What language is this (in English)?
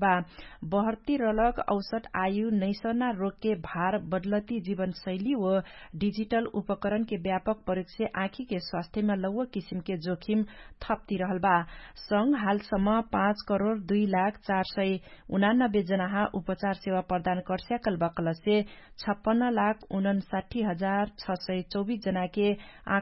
Dangaura Tharu